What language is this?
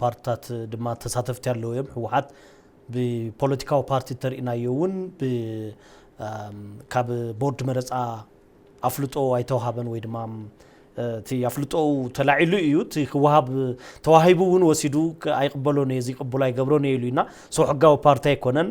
Tigrinya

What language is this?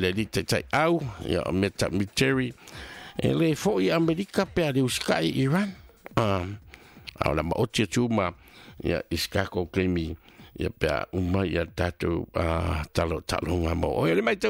Samoan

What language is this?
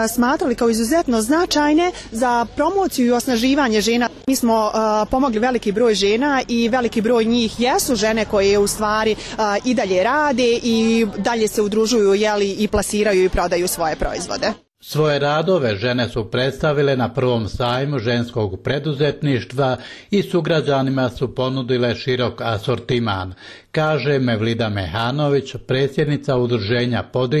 Bosnian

